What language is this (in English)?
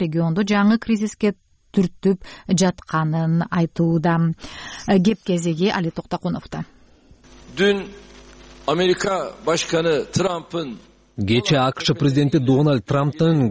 Kyrgyz